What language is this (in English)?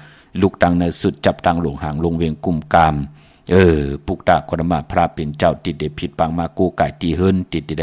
Shan